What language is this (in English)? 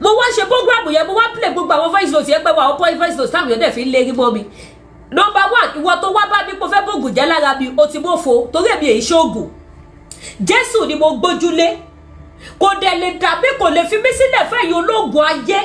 Yoruba